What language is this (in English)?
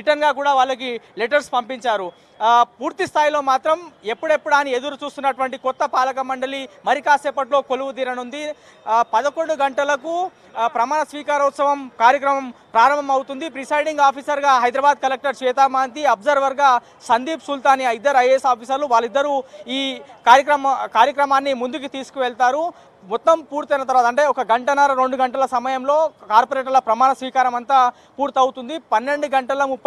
Telugu